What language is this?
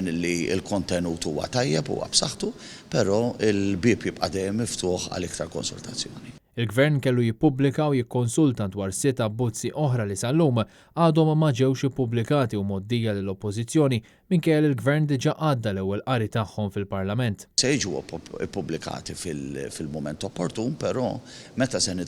Maltese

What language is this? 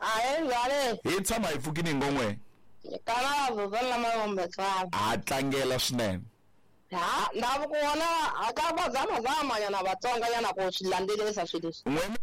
Tsonga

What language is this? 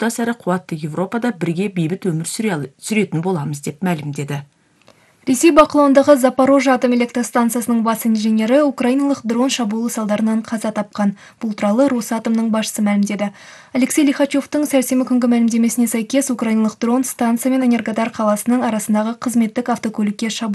Kazakh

